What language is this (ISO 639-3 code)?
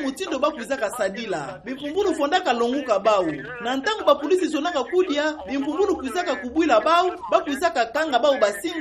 ktu